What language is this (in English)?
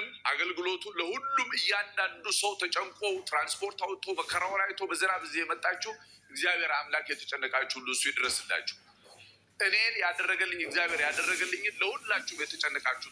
Amharic